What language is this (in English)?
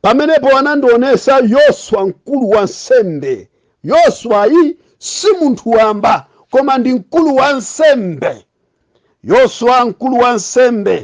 Nyanja